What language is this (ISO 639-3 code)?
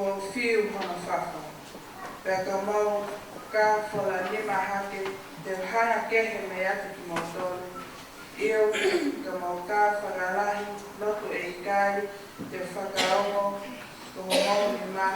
ton